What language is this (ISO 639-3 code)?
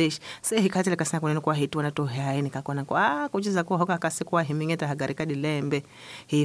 tso